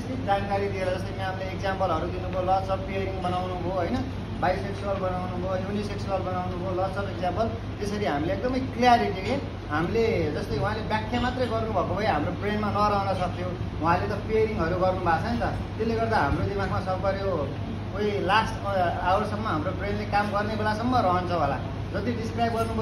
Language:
Nepali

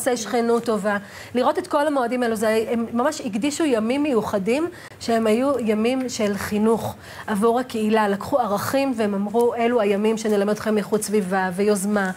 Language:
Hebrew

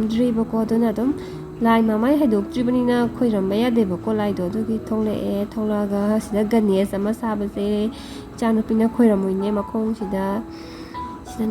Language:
Manipuri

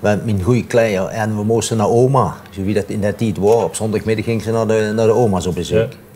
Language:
Limburgish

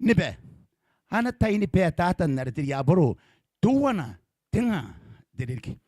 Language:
Gilbertese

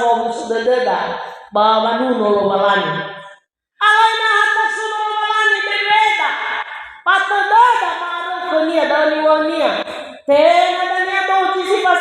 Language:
Nias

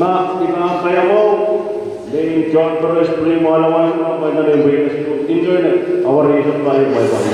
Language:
Pohnpeian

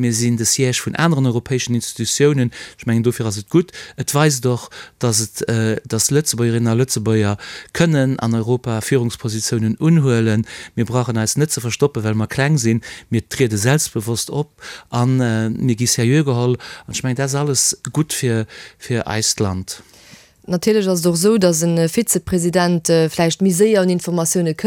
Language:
Luxembourgish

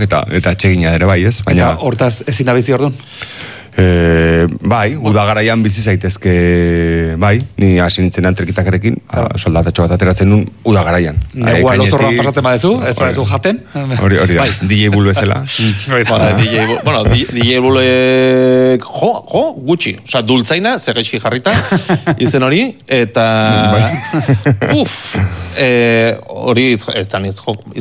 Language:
Basque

